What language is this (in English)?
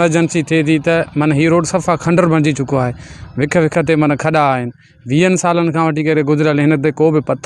Sindhi